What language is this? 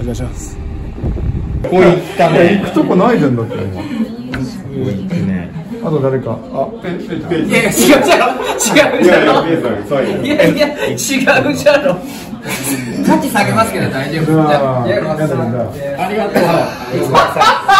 Japanese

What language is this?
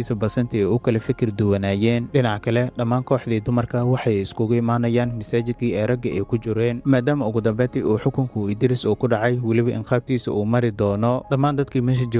Somali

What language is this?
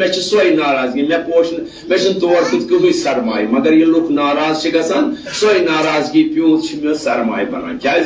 Kashmiri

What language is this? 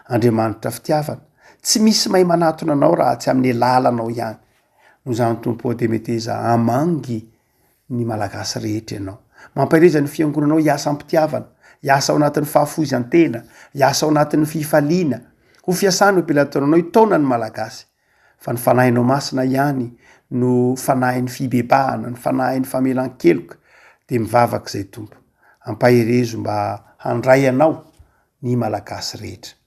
Malagasy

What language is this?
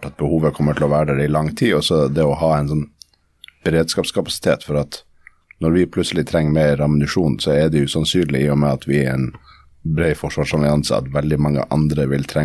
Norwegian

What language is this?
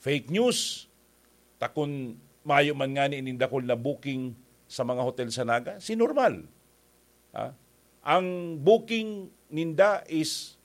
Bikol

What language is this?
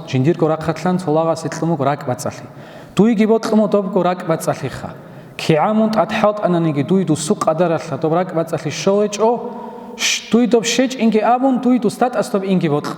Avaric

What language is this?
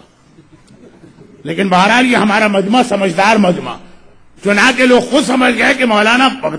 Urdu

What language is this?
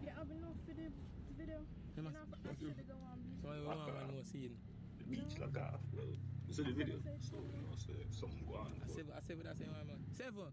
Jamaican Creole English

